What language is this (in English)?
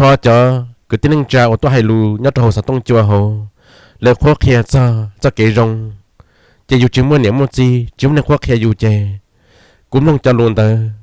Hmong